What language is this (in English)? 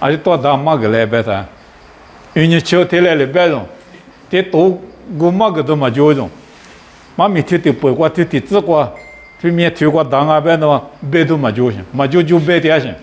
Lisu